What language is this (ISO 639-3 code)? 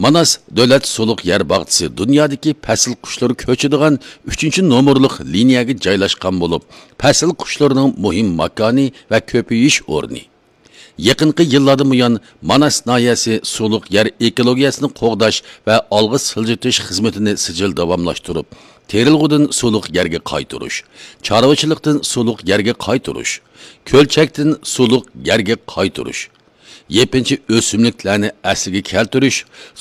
uig